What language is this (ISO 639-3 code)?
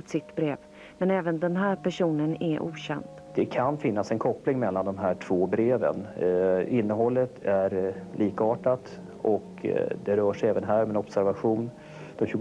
swe